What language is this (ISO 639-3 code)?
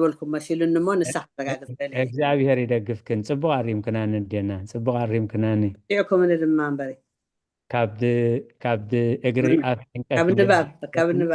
tir